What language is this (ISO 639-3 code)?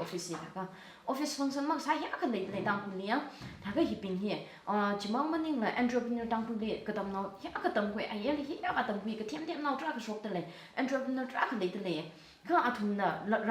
nmf